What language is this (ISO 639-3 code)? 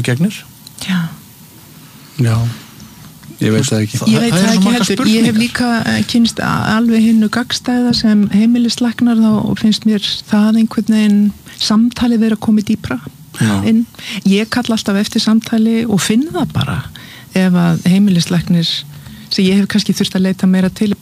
isl